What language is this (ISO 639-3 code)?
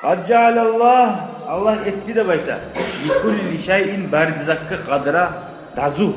kum